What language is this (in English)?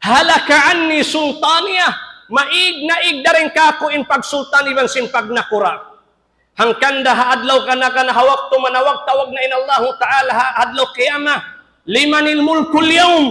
Tausug